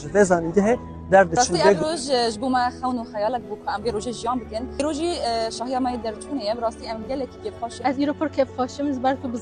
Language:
Kurdish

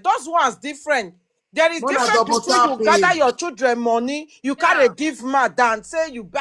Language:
Nigerian Pidgin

